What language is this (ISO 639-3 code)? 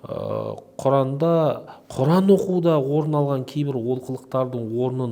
kaz